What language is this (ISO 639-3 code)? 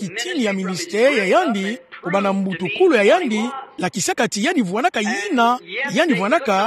ktu